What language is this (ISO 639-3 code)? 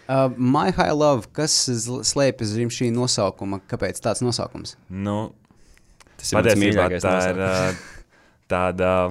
lav